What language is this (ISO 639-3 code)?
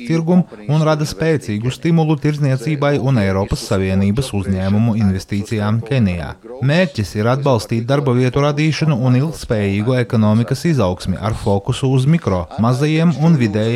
lav